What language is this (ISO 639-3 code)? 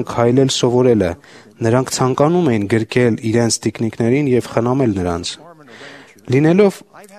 hye